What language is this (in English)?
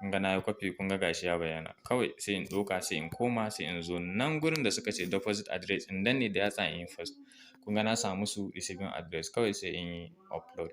Hausa